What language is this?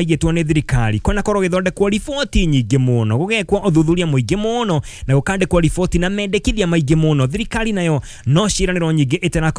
Kikuyu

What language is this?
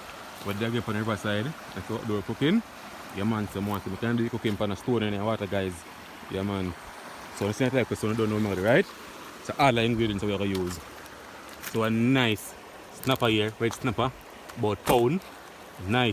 Jamaican Creole English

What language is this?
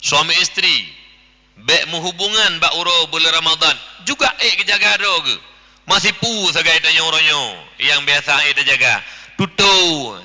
Achinese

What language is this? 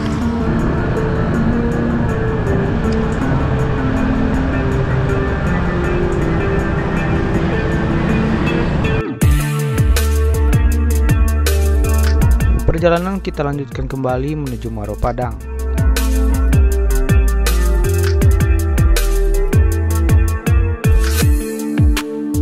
Indonesian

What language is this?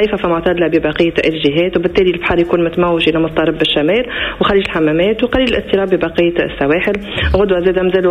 Tunisian Arabic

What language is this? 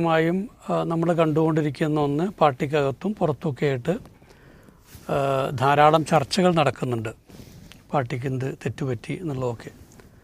Malayalam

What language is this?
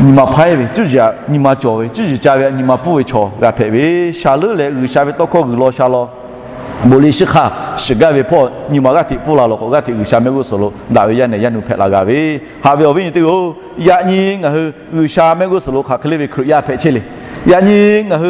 Lahu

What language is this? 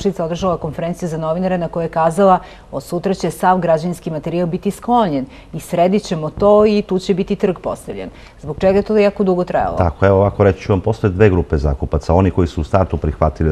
Serbian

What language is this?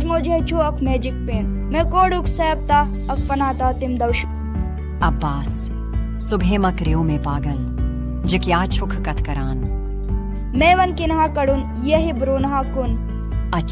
Kashmiri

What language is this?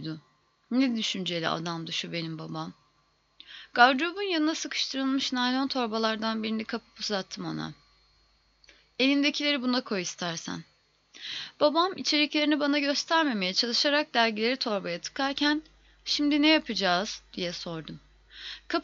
Turkish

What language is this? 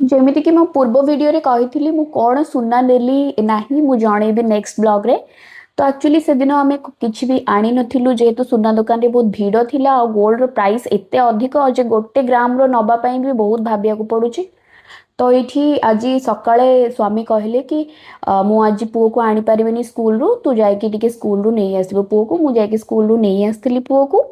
Odia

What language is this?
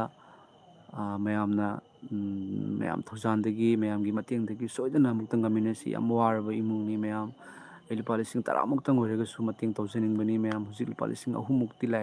Manipuri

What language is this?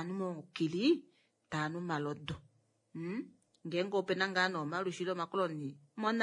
Kuanyama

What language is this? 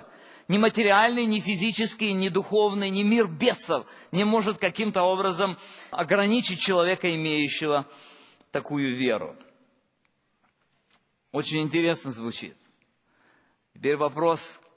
Russian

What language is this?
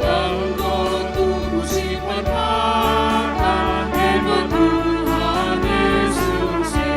Batak Karo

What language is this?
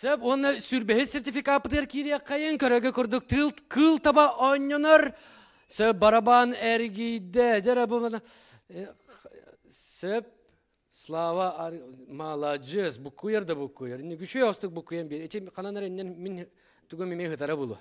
Yakut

